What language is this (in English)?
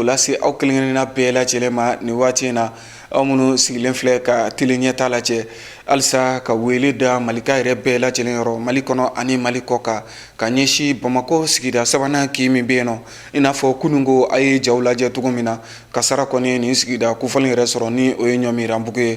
Bambara